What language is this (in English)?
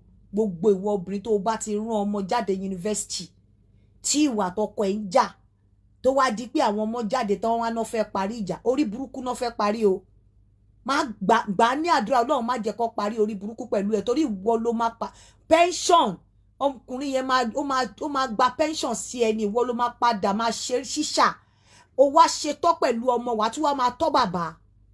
Yoruba